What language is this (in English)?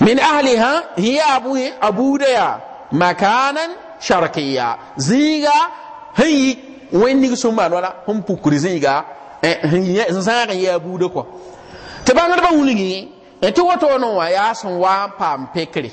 Mossi